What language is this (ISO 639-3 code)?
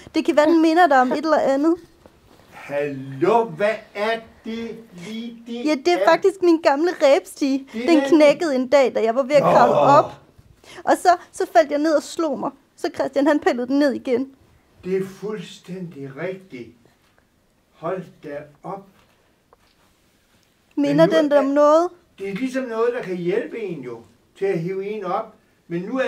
dan